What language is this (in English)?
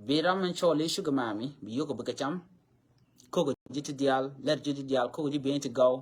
Nuer